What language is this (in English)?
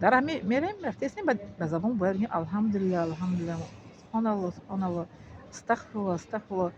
Tajik